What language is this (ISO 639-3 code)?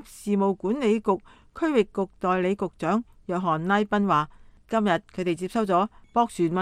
yue